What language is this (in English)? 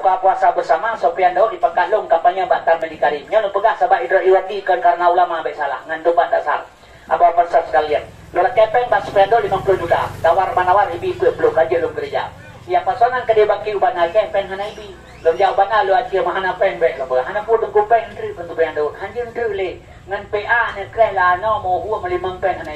Achinese